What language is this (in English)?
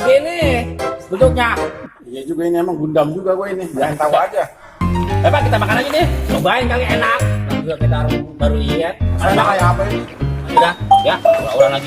Betawi